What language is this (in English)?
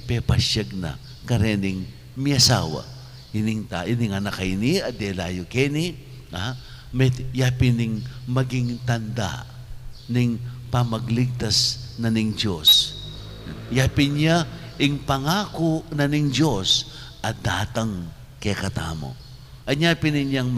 Pampanga